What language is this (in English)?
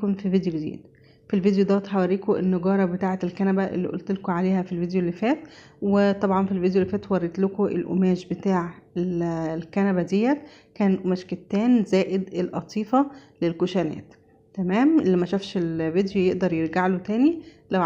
Egyptian Arabic